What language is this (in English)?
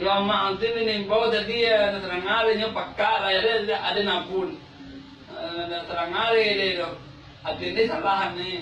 Minangkabau